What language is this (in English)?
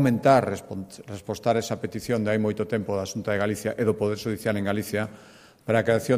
Galician